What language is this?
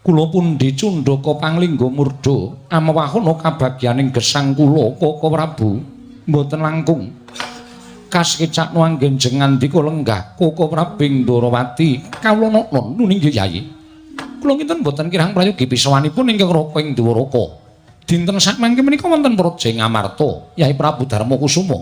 Javanese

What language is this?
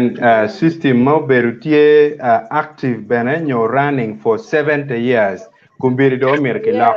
Acoli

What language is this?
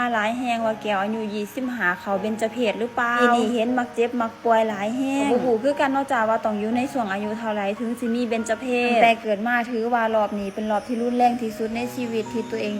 Lao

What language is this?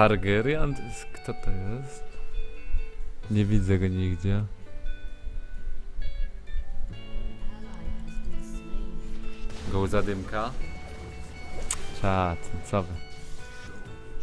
Polish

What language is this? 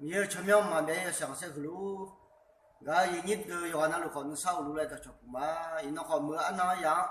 Akha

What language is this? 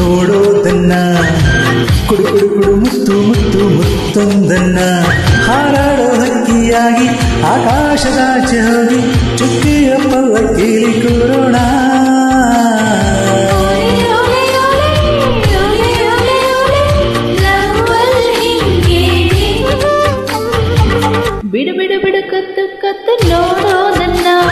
Kannada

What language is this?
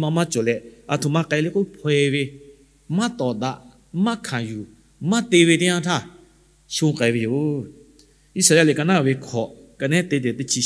Lahu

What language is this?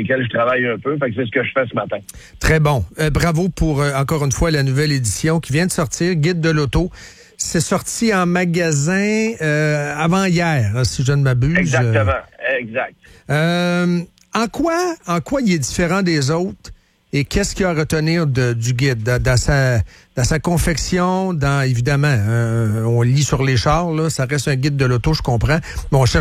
French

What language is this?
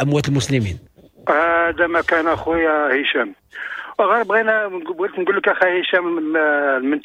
Moroccan Arabic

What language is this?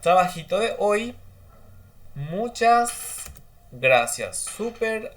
Guarani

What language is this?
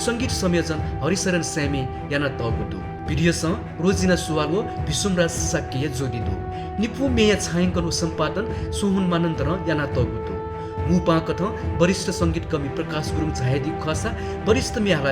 Newari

